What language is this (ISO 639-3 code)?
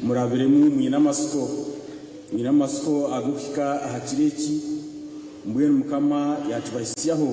nyn